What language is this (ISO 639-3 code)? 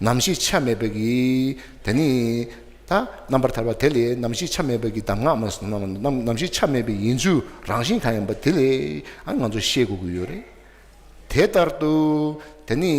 bod